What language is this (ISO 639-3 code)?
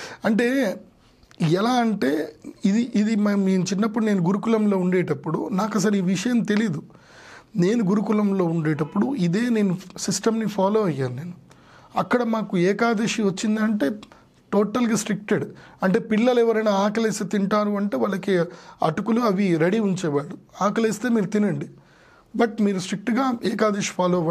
tel